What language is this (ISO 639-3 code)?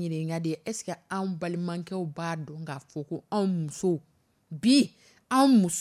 dyu